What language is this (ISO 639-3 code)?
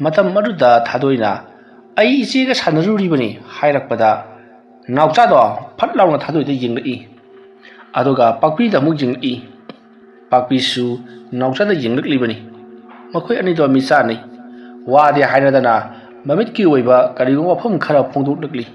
mni